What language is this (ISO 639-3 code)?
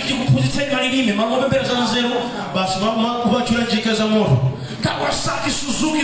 nya